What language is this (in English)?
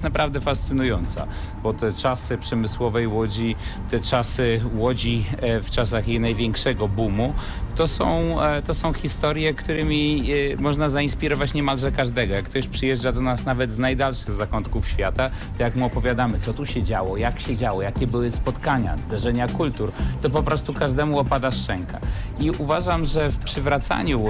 Polish